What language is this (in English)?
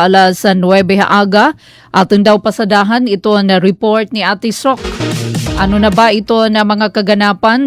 Waray